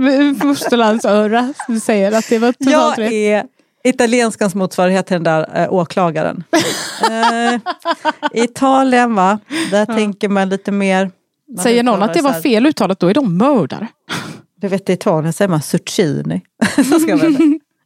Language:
Swedish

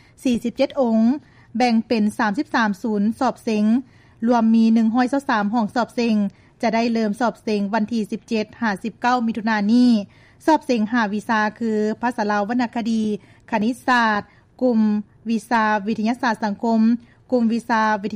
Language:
Lao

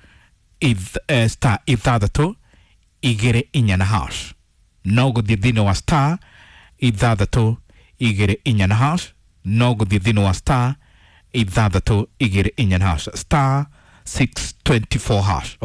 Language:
Kikuyu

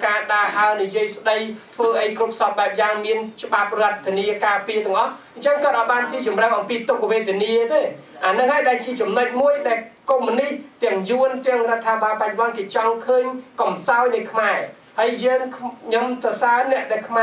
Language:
Khmer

